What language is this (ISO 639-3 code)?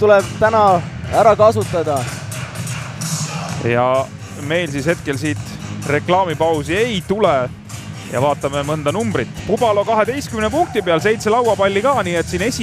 est